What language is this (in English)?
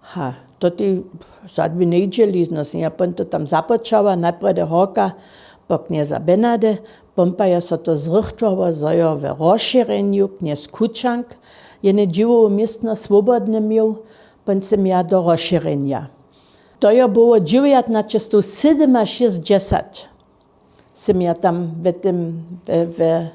Upper Sorbian